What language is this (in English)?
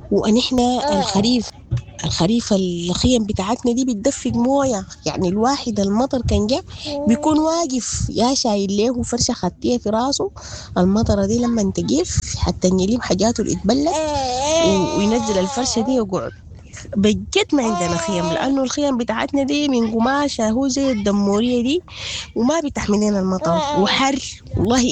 Sudanese Arabic